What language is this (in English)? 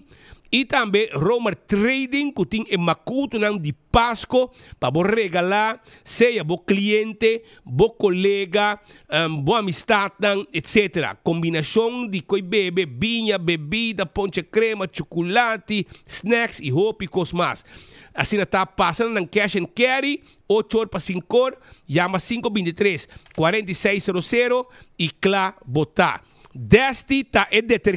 Papiamento